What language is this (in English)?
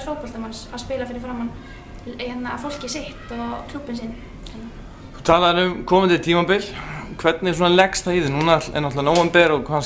Icelandic